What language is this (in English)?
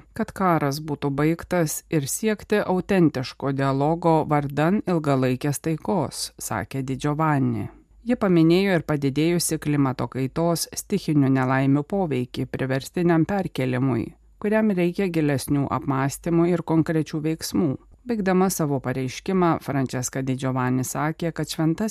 Lithuanian